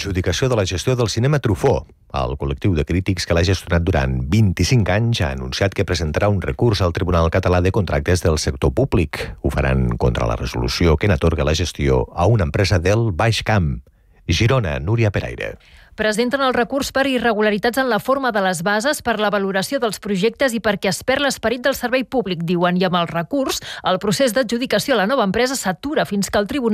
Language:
Catalan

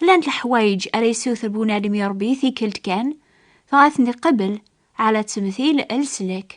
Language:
Kabyle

